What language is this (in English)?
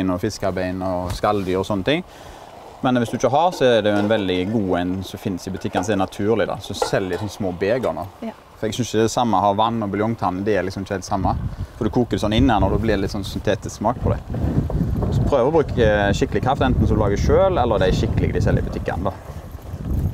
Norwegian